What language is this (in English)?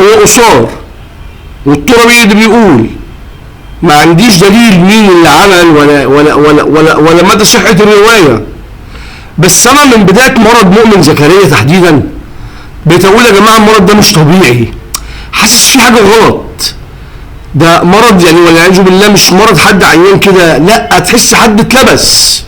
Egyptian Arabic